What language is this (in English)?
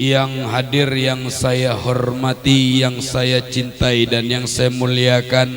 Musi